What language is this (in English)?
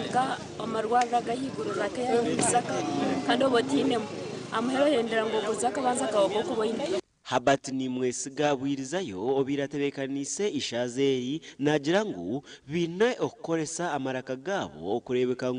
Nyankole